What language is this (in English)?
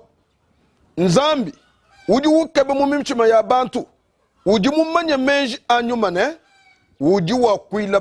Luba-Lulua